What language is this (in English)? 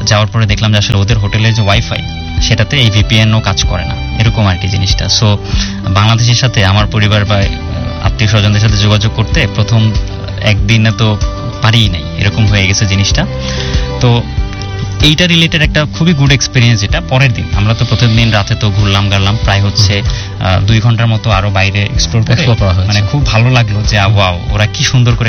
Bangla